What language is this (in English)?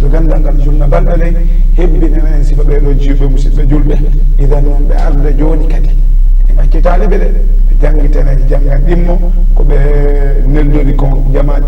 Fula